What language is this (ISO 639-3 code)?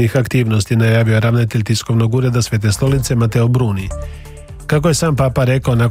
hrv